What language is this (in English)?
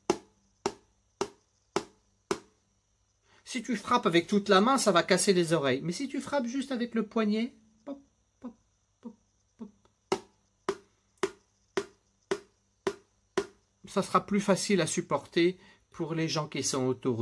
French